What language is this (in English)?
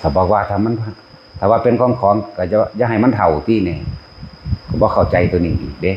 Northeastern Thai